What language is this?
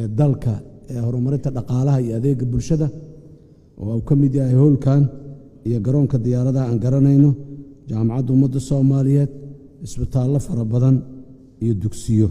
Somali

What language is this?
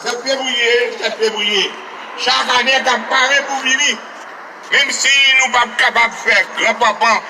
Haitian Creole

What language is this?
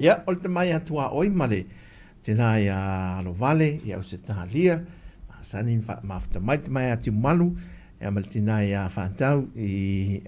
Samoan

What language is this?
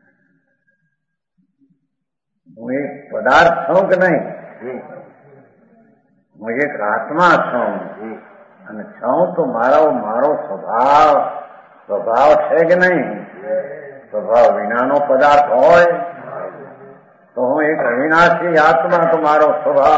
Gujarati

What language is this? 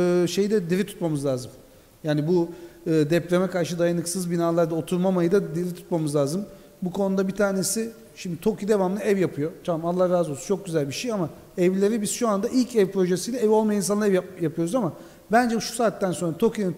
Turkish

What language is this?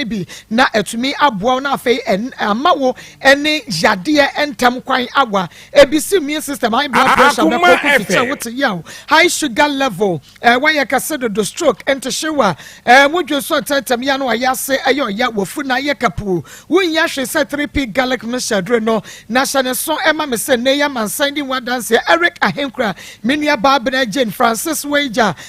Akan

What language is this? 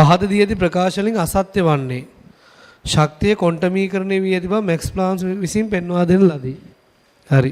Sinhala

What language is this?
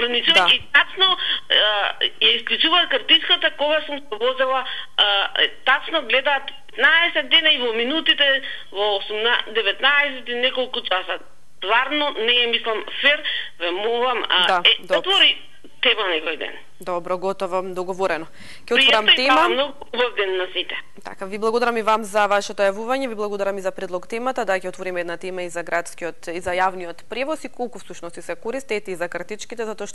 Macedonian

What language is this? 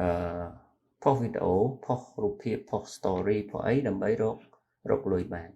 Khmer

